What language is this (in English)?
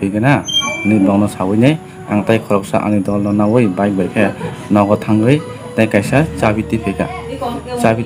Kok Borok